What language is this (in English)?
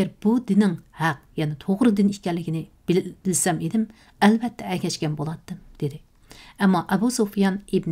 Uyghur